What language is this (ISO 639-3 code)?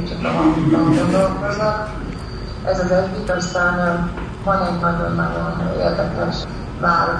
hun